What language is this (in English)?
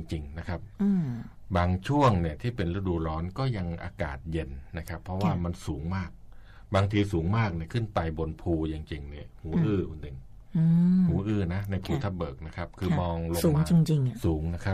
Thai